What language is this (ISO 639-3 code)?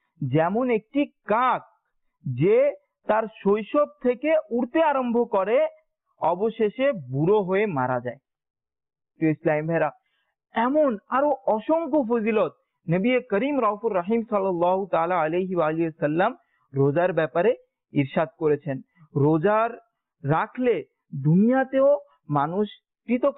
ben